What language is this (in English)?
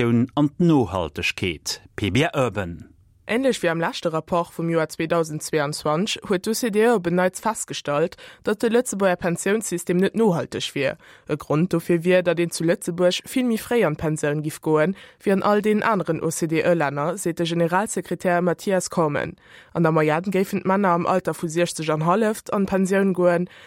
Luxembourgish